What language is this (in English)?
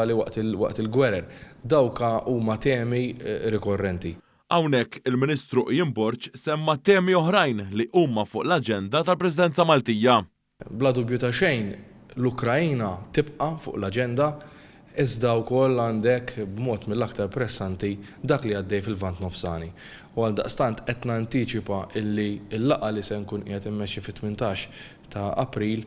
Maltese